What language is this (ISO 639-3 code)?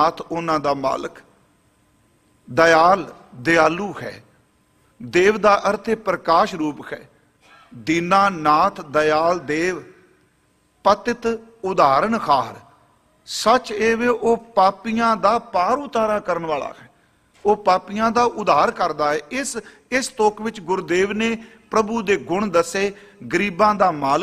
pan